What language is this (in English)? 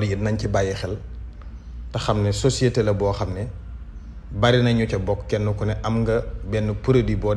Wolof